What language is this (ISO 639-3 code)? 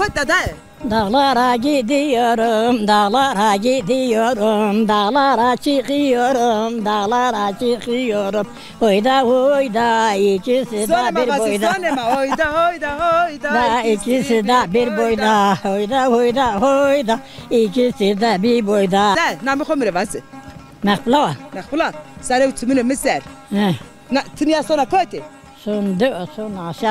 zza